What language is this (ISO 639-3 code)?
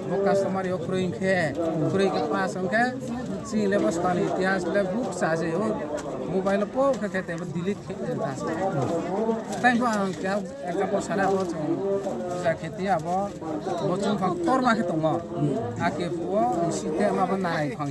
ria